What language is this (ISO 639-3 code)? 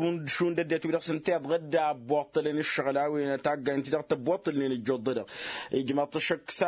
taq